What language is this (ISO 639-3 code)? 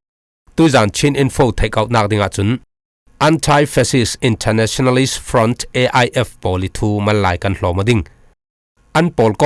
cfm